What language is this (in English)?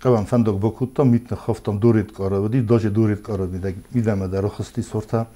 Ossetic